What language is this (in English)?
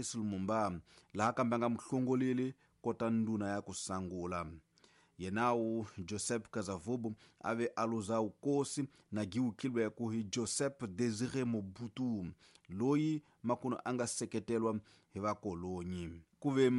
Tsonga